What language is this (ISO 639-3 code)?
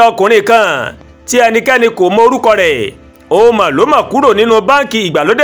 yor